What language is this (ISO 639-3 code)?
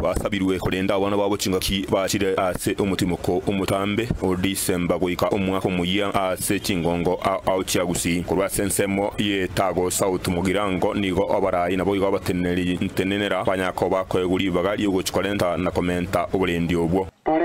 guz